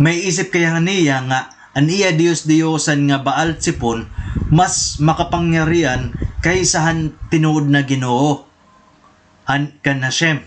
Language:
Waray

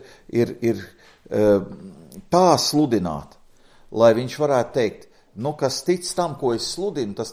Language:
Latvian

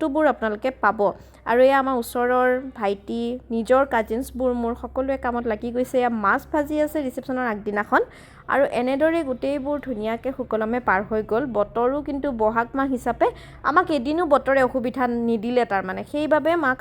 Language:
Assamese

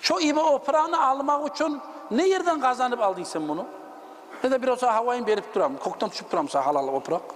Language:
Kumyk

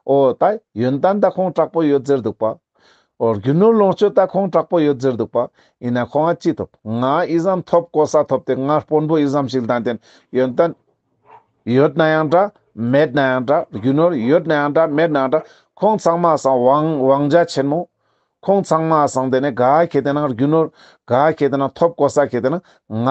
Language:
Ladakhi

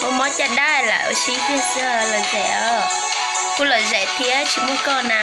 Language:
Hmong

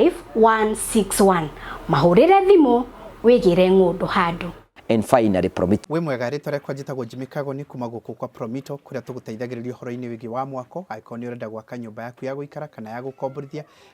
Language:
Kikuyu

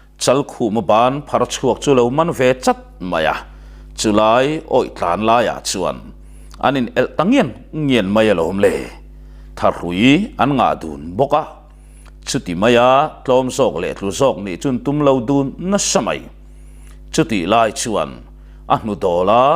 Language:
Mizo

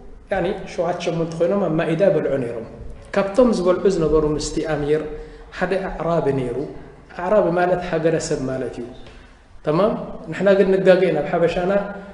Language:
Tigrinya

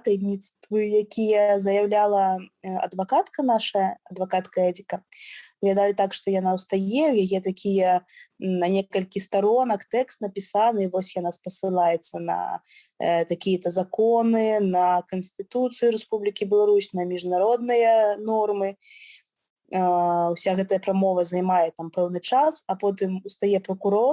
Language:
Belarusian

